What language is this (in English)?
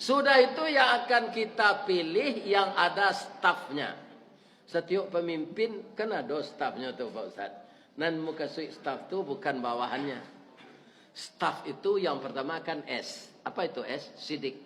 Minangkabau